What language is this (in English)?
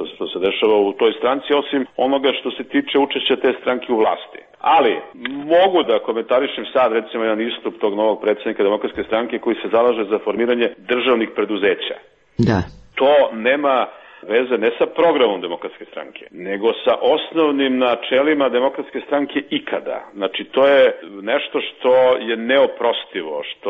Serbian